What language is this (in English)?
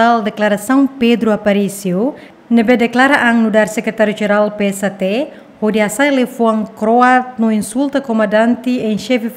Tetum